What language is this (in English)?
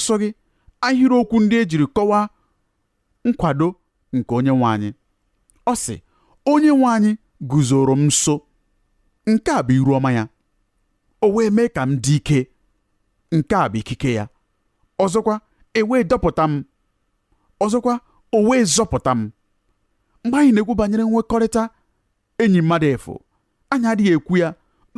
Igbo